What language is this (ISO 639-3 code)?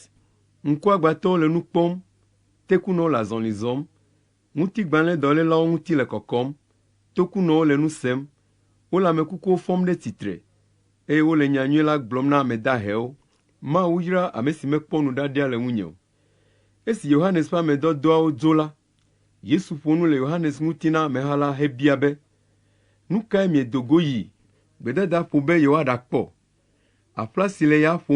ewe